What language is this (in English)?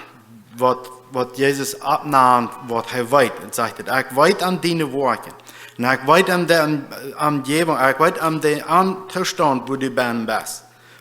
Plautdietsch